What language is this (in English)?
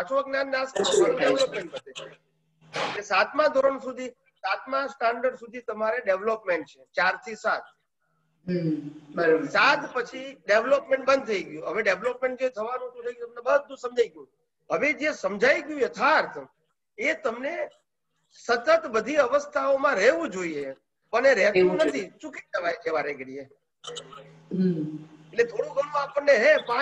Gujarati